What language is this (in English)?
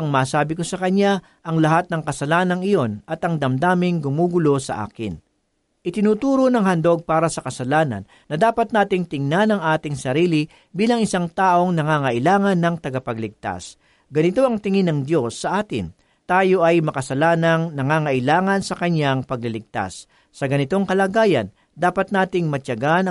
Filipino